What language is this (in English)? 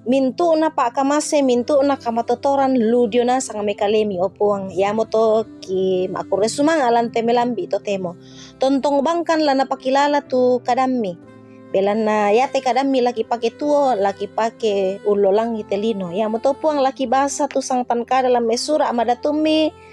Toraja-Sa'dan